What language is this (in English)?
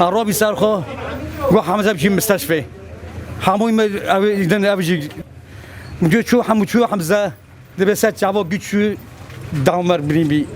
Kurdish